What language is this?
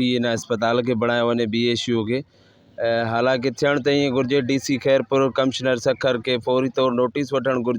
Sindhi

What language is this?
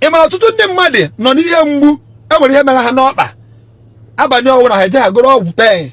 Igbo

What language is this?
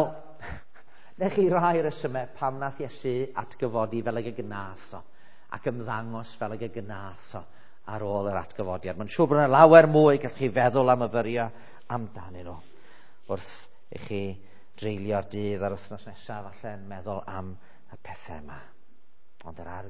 Welsh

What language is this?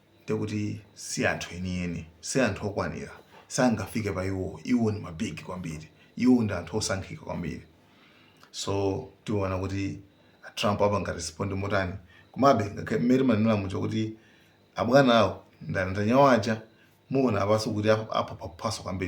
Nyanja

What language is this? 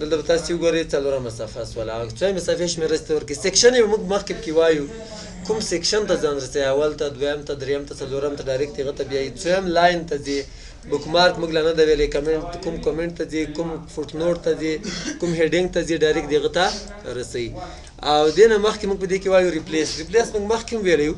Pashto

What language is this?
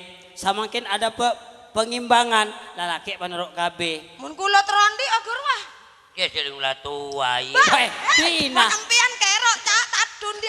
Madurese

